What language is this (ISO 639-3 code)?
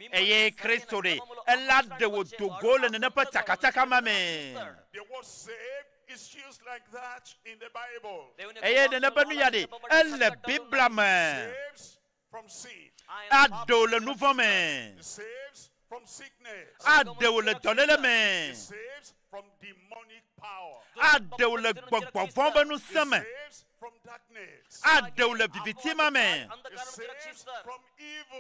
ewe